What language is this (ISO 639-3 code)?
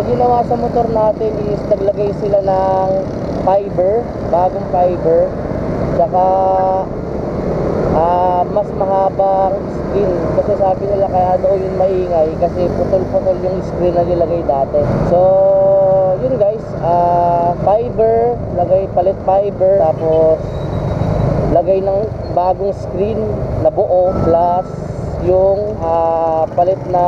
fil